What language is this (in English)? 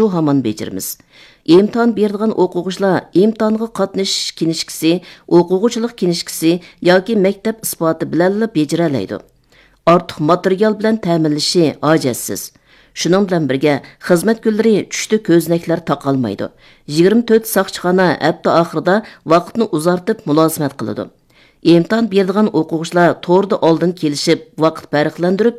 Uyghur